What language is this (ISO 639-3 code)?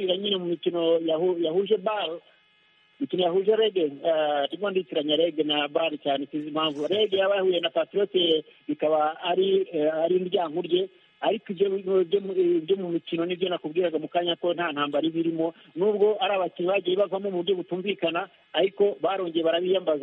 kin